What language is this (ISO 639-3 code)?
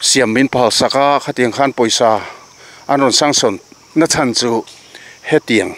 lus